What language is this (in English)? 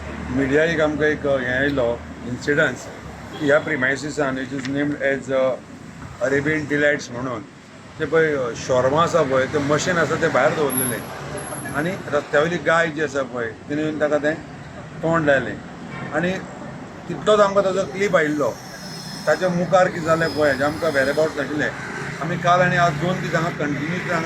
Konkani